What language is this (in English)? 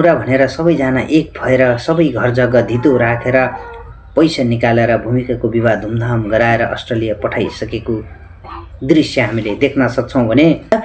Nepali